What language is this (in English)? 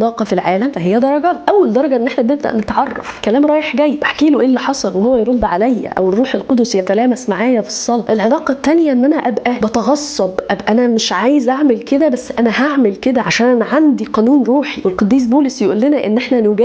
Egyptian Arabic